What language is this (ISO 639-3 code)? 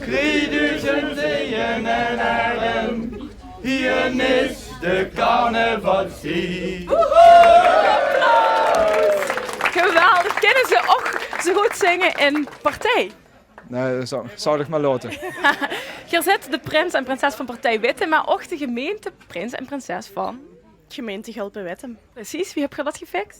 lim